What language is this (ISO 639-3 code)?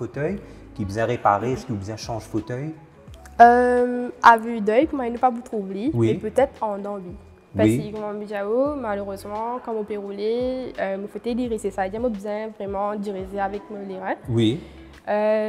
mfe